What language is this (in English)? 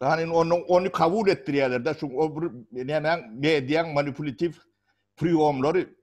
Turkmen